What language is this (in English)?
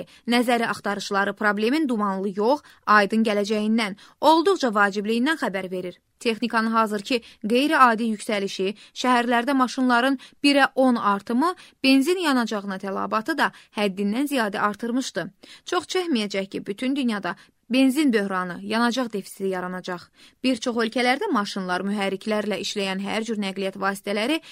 Azerbaijani